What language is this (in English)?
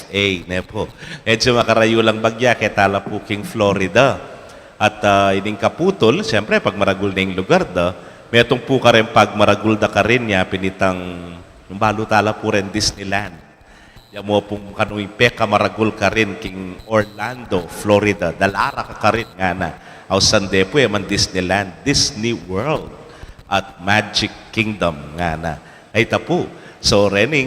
Pampanga